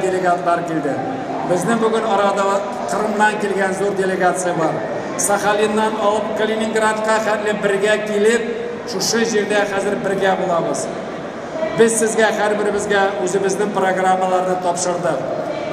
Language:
Tatar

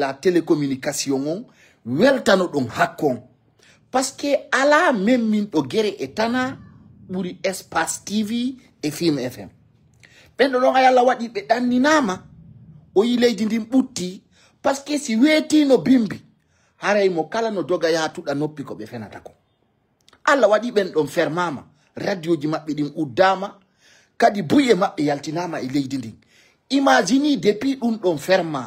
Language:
Fula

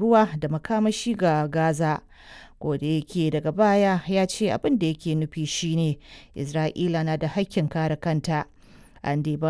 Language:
Hausa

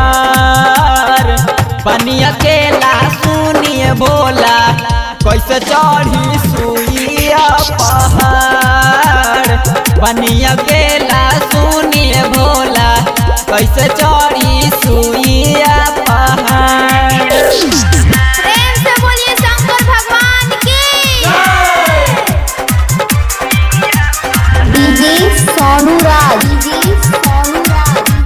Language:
Bhojpuri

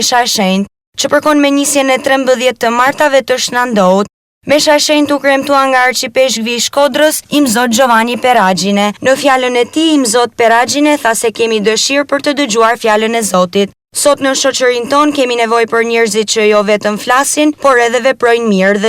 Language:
Albanian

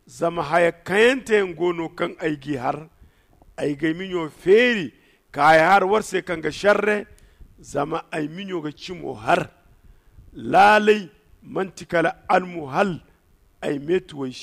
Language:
Zarma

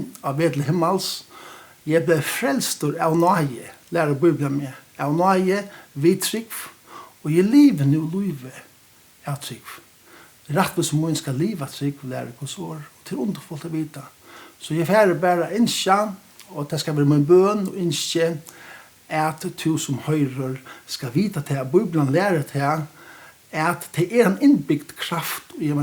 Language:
Faroese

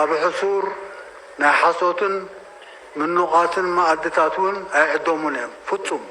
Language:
Tigrinya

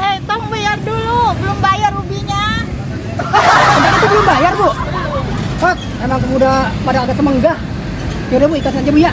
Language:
Betawi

